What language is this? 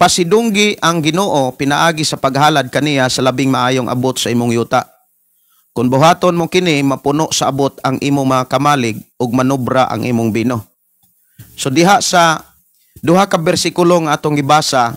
Cebuano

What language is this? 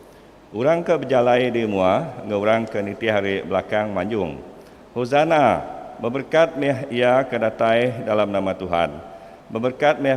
Iban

